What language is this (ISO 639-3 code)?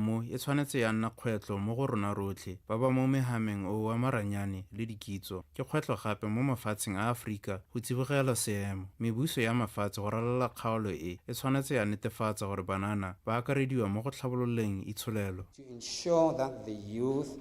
tsn